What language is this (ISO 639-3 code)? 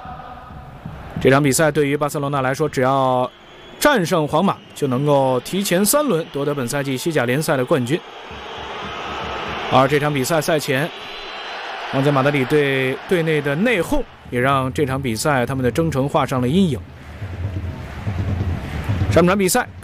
zho